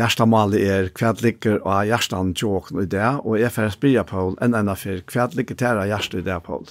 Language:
Faroese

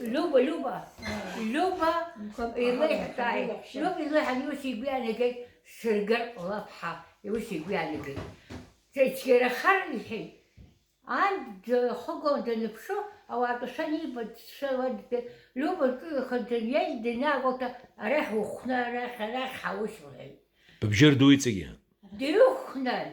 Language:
Abkhazian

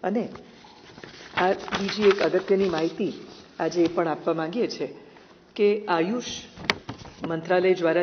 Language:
Gujarati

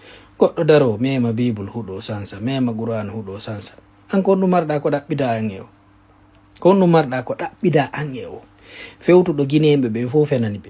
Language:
Fula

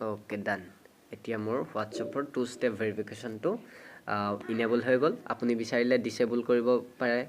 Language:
Assamese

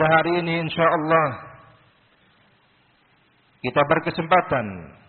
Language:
Indonesian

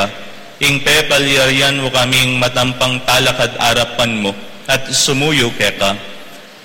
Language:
Pampanga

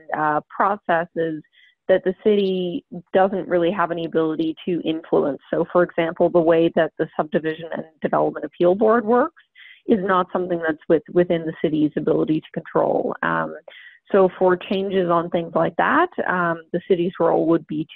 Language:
English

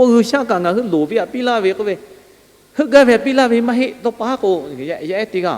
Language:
Lahu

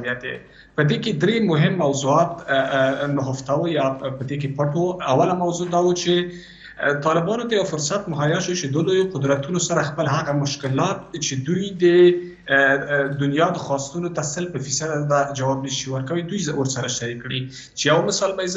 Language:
Pashto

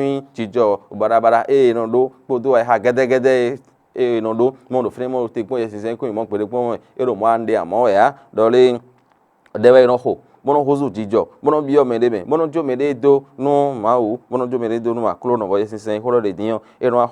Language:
Fon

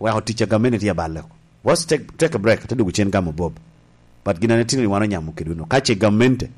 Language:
Lango (Uganda)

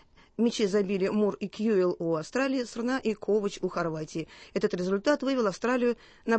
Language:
Russian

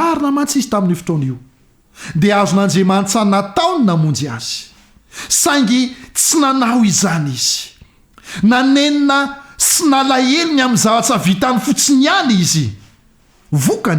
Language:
Malagasy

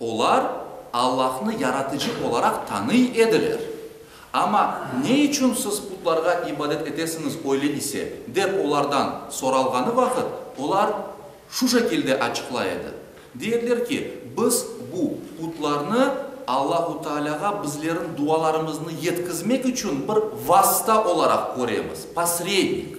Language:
Crimean Tatar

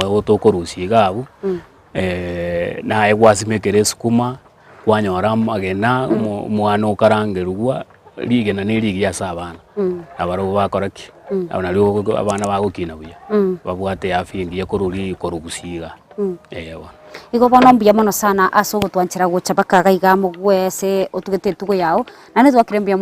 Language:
Gusii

